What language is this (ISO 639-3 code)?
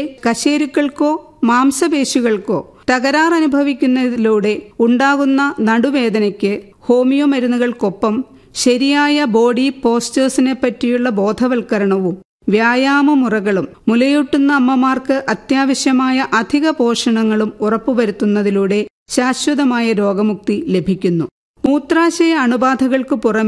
mal